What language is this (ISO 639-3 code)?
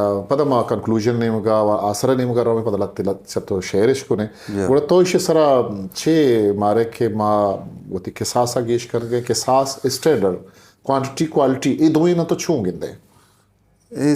bgp